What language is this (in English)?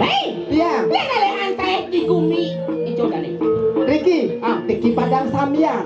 Balinese